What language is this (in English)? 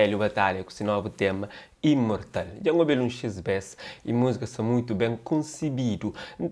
Kabuverdianu